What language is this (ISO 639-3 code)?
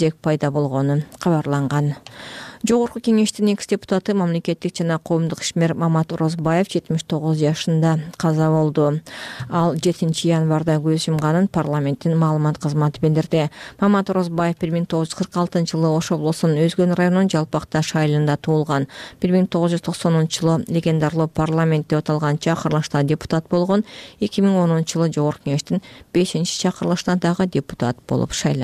kir